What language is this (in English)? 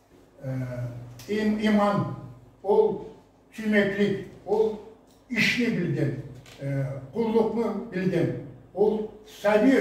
Karachay-Balkar